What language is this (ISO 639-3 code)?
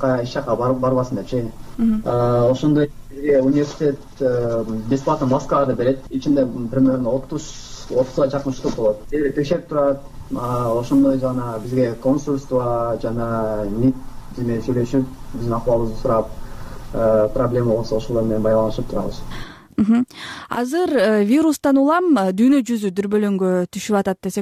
kir